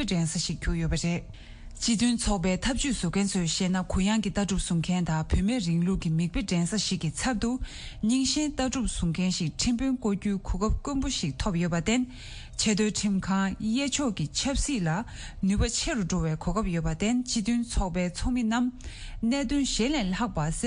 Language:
Tibetan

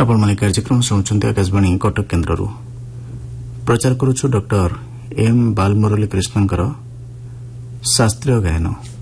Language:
Odia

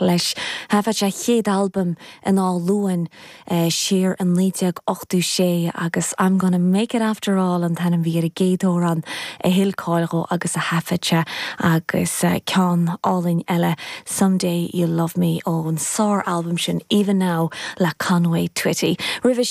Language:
Irish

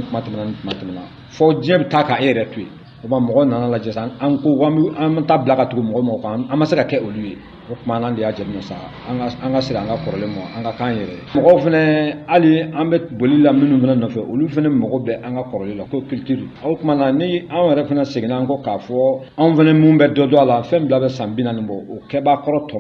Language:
Bambara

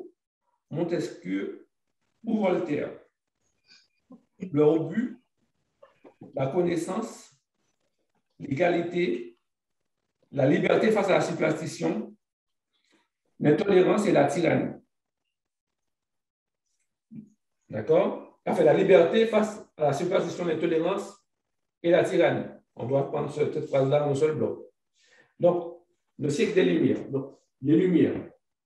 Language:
French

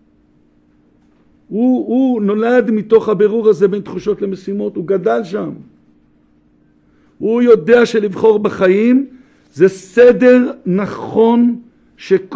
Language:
Hebrew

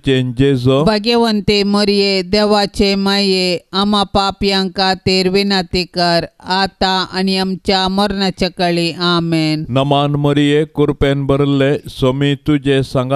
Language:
Konkani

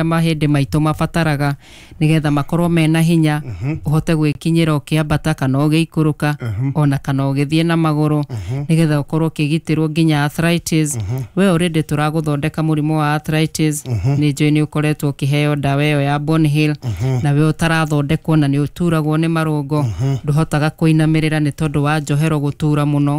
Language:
Kikuyu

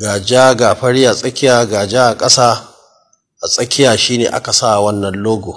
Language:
Hausa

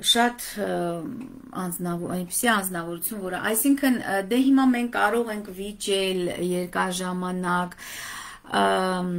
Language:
Armenian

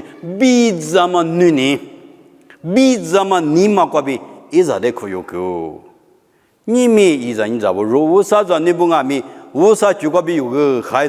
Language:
Lisu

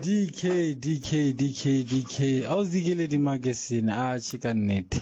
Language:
Southern Sotho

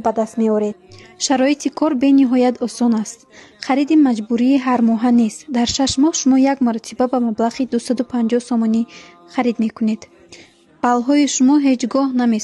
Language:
Tajik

